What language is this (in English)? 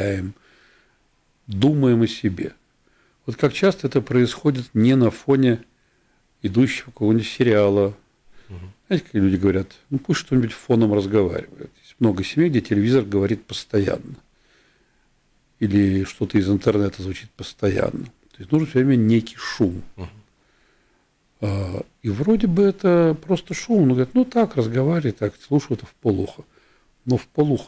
Russian